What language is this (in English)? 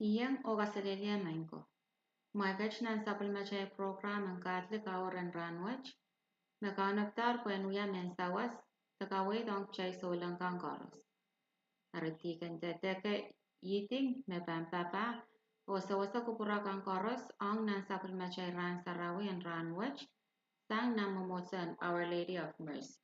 Pohnpeian